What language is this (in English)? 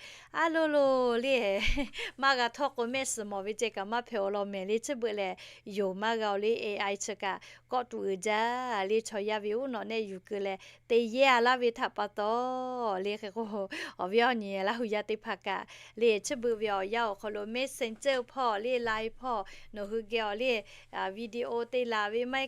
Lahu